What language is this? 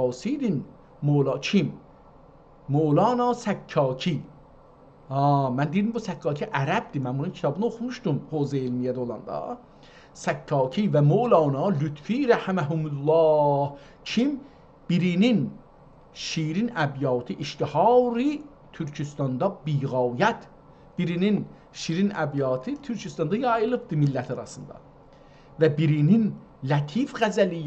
South Azerbaijani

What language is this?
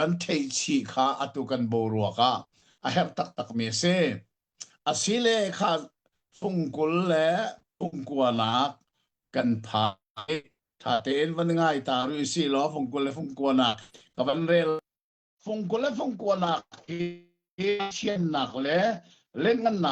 Hakha Chin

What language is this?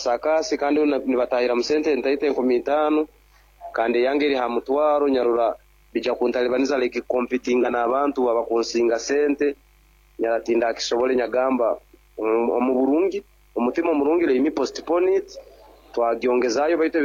Nyankole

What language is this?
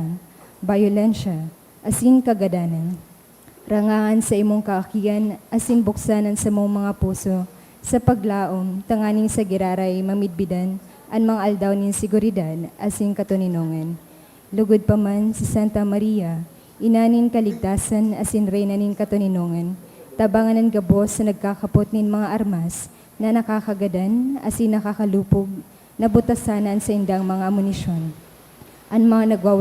Bikol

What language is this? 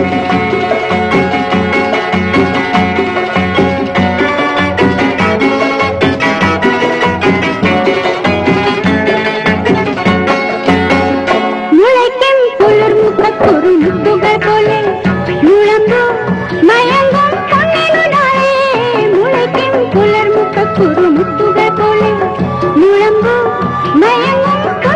Malayalam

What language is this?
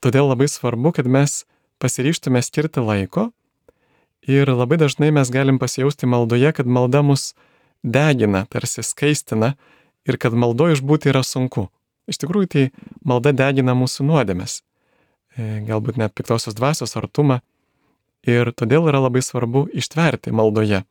Lithuanian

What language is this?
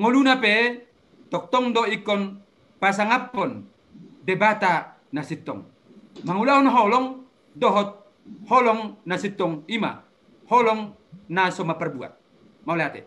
Batak Toba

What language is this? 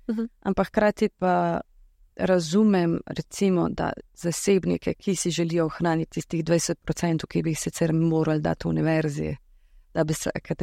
Slovenian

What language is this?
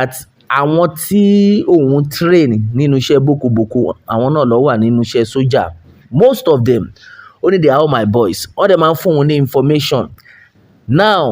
Yoruba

